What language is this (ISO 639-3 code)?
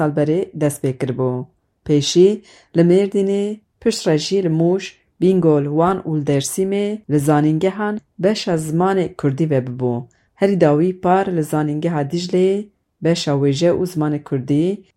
kur